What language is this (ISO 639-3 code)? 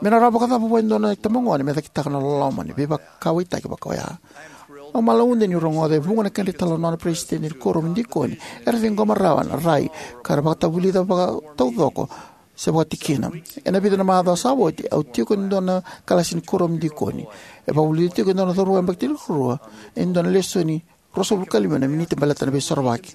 fij